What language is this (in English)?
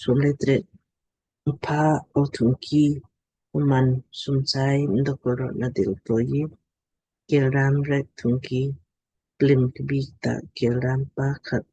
Lamkang